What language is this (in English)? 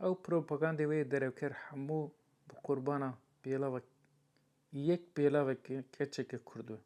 Kurdish